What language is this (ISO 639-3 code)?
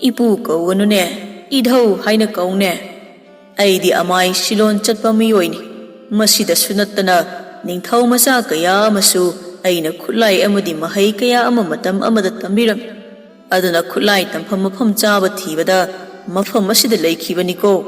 mni